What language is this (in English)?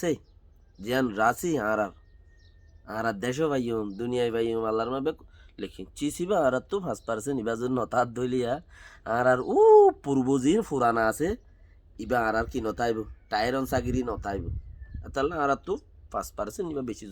Rohingya